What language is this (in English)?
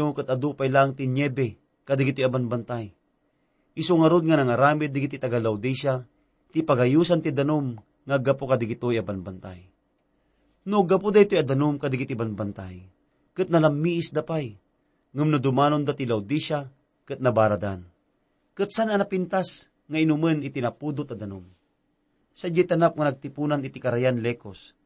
Iloko